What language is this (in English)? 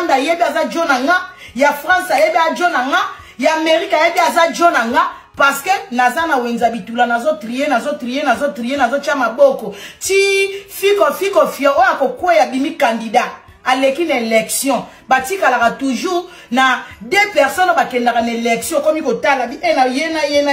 Lingala